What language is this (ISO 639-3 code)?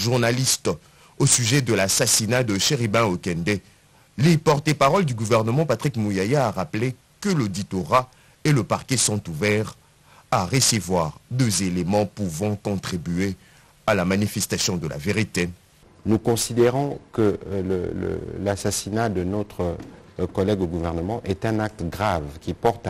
fra